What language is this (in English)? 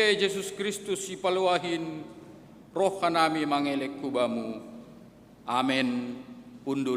Batak Simalungun